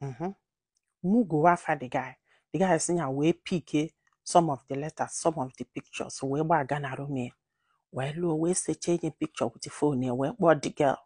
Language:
Igbo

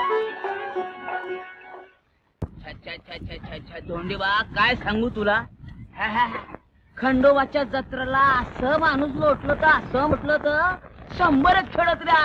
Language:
Marathi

